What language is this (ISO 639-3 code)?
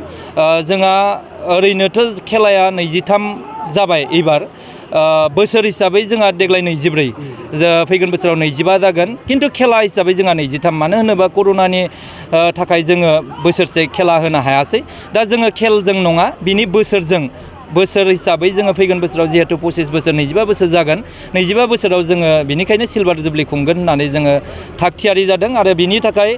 brx